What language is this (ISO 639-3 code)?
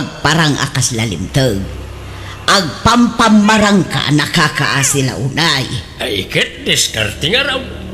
ilo